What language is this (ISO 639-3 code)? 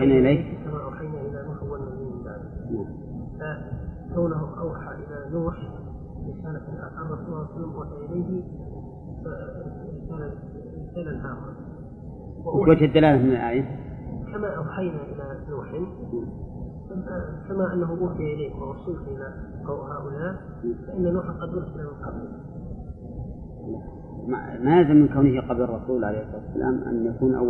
ara